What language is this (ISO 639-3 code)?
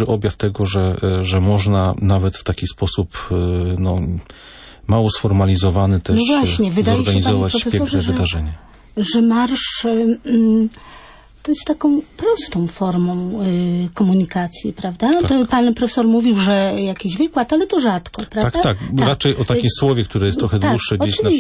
pol